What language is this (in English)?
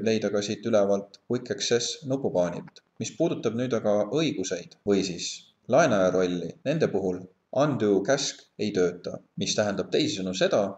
Estonian